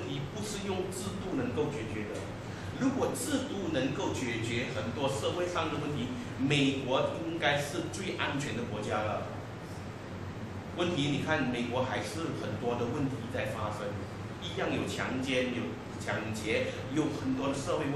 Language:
Chinese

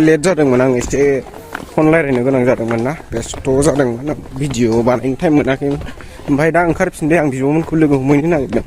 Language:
Bodo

